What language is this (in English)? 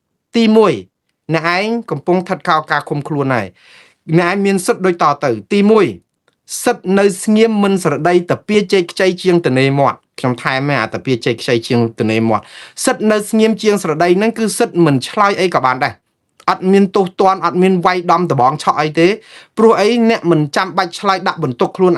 Khmer